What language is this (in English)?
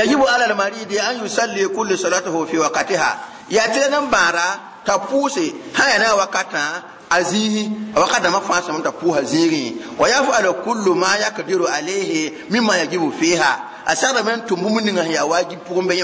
Mossi